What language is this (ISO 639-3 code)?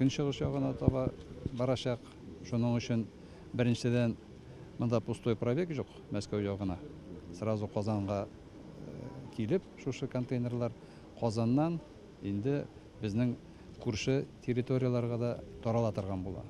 tat